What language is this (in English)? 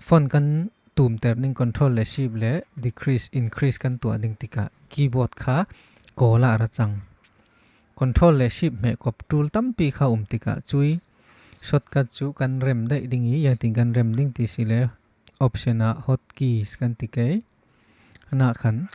Falam Chin